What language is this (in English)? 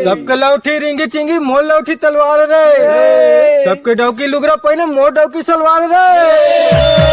Chhattisgarhi